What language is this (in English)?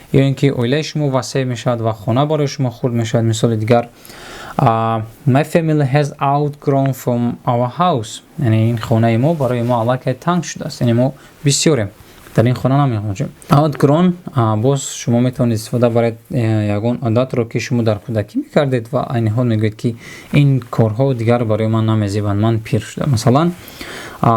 Tajik